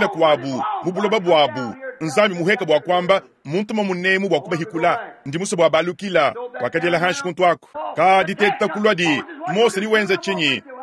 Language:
Luba-Lulua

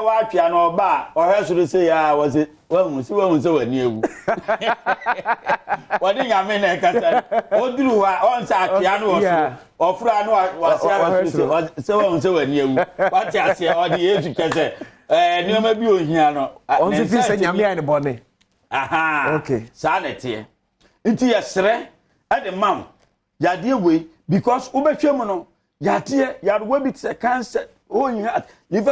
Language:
Akan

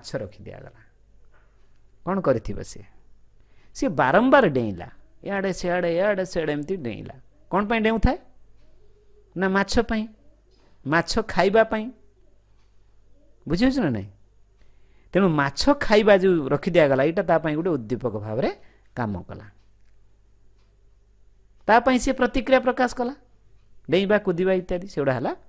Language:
Odia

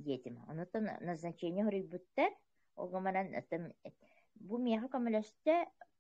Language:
Yakut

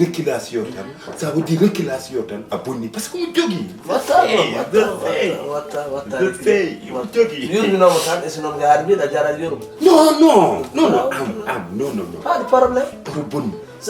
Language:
Fula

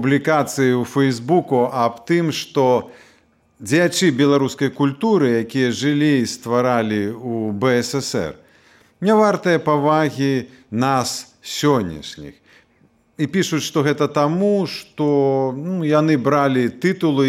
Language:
Belarusian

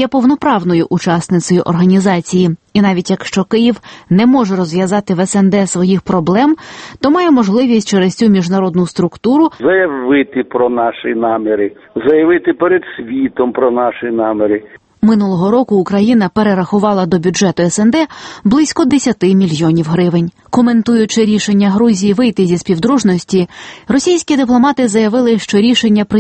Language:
Ukrainian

